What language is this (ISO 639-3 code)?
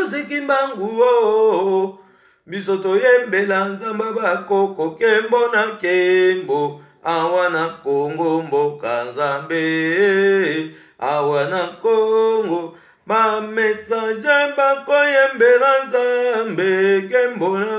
lin